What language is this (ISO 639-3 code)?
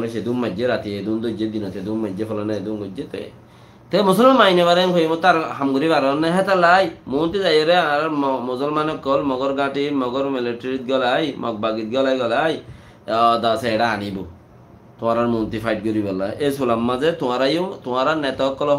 rhg